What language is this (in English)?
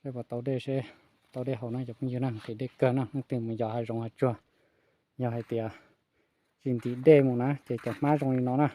Hmong